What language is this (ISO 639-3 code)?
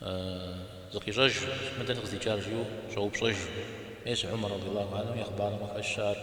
kbd